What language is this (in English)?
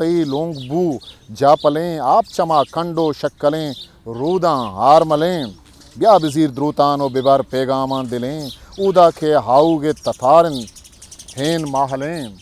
Eastern Balochi